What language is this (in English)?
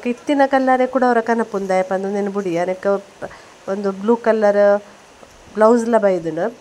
Tulu